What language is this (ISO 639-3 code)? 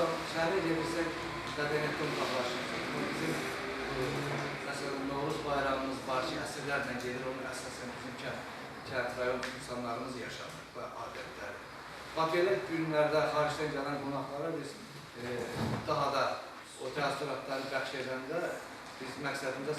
aze